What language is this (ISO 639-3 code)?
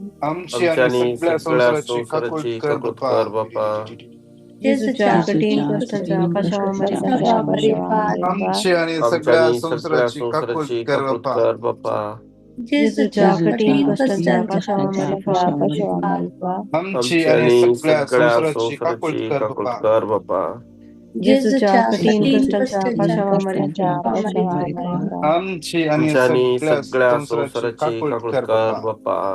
kok